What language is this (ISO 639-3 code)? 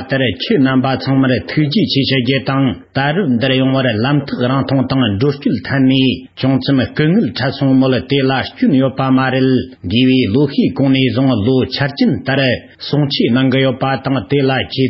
bod